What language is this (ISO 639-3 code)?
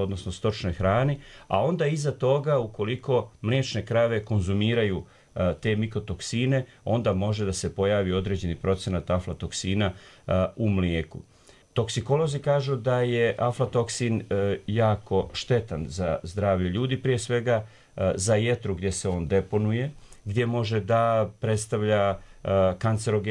bos